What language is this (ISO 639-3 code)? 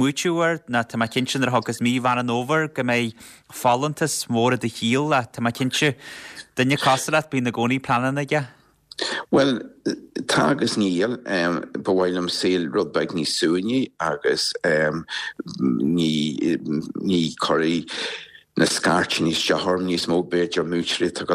gle